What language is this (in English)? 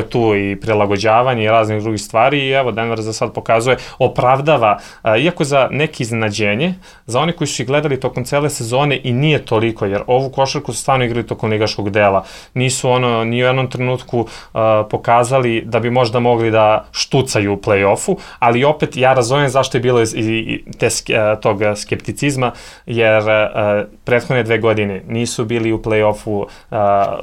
Serbian